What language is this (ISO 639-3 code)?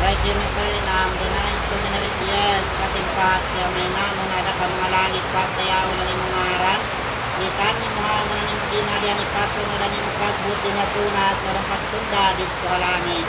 war